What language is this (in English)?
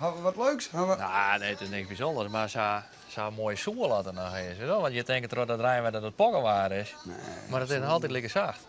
Western Frisian